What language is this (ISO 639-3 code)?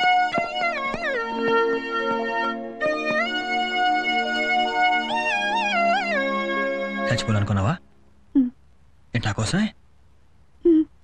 tel